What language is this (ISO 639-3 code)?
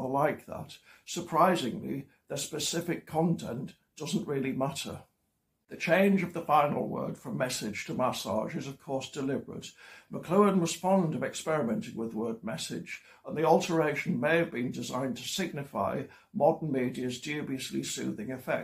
eng